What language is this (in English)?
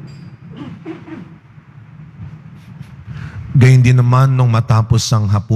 Filipino